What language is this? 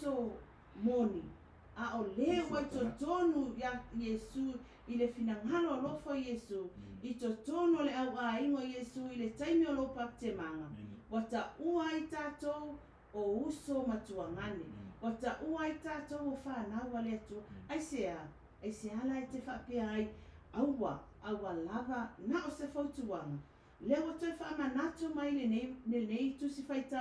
Samoan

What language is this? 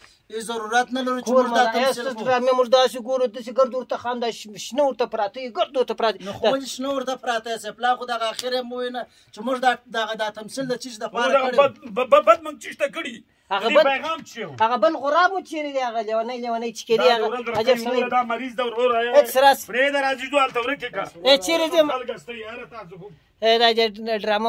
Pashto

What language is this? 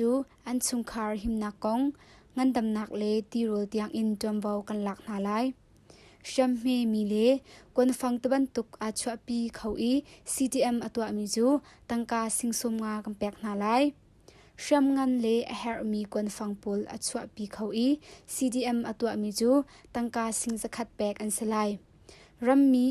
Hakha Chin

